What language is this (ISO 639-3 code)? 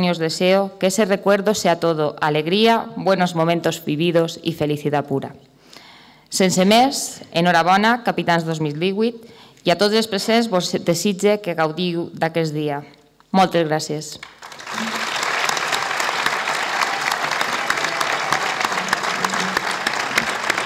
cat